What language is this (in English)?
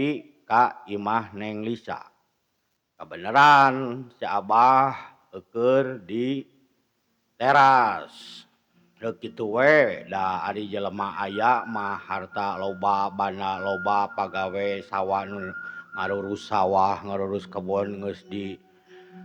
Sundanese